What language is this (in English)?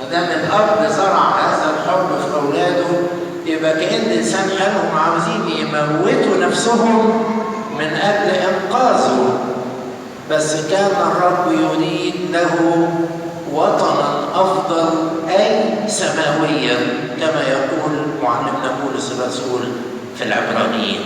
Egyptian Arabic